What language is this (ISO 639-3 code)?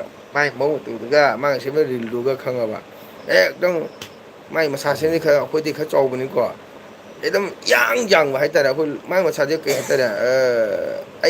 mni